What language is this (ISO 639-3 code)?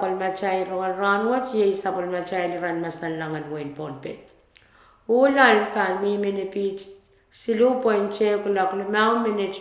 pon